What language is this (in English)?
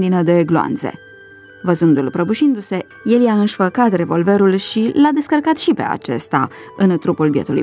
Romanian